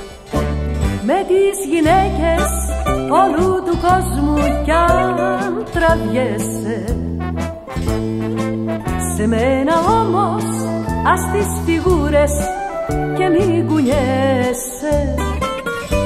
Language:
Greek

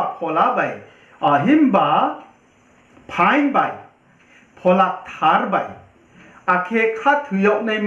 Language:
Riang (India)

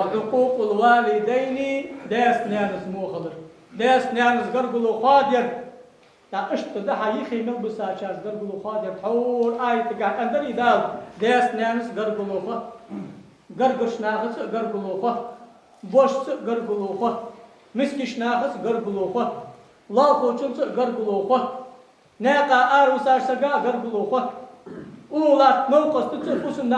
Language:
Ingush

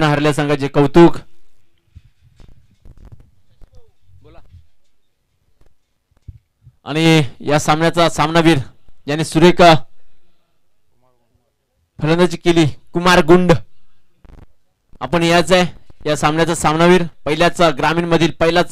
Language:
Marathi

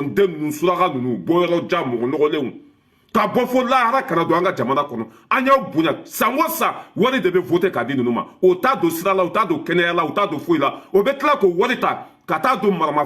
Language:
Bambara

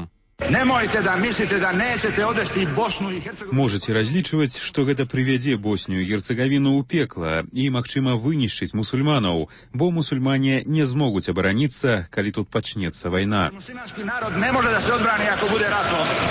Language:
Belarusian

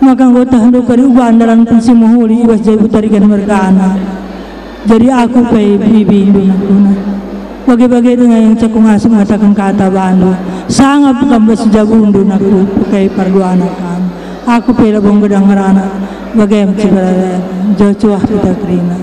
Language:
Batak Karo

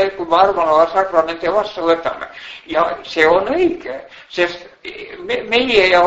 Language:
Estonian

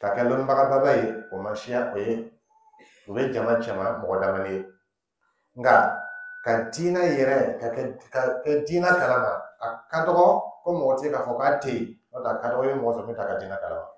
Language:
Dyula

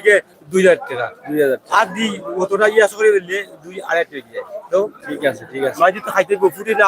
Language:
Sylheti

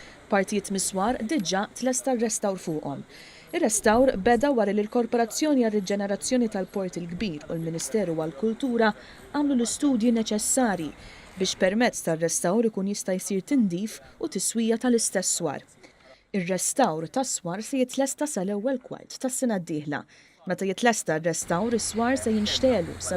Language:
Maltese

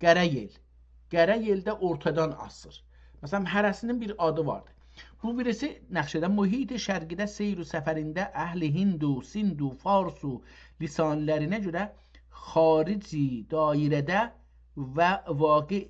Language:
South Azerbaijani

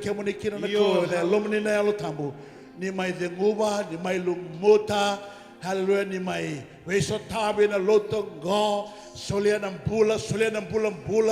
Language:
Fijian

